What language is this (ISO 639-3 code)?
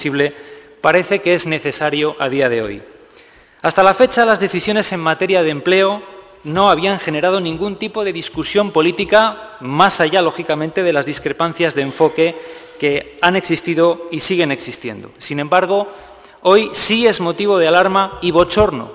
spa